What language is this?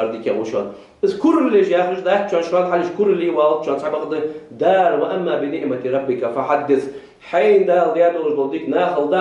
Ingush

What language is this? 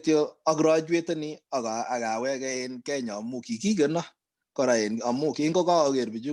Kalenjin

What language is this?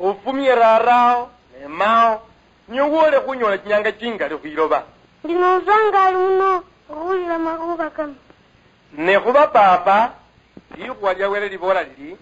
Luyia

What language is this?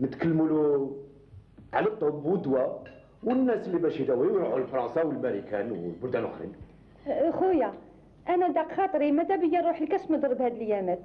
Algerian Arabic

